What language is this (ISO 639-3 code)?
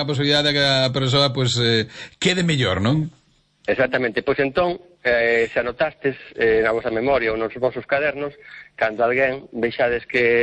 glg